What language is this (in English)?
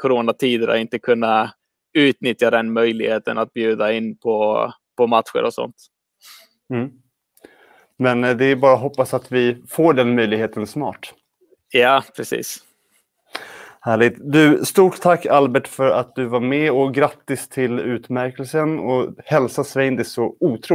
Swedish